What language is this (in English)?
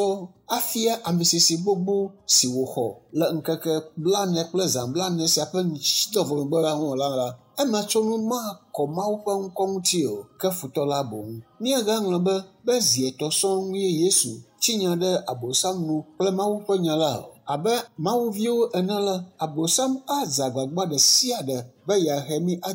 Ewe